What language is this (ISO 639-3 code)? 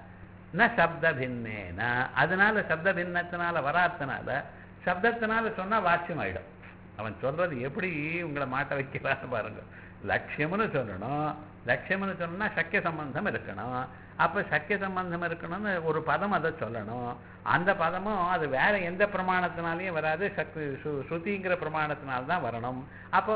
tam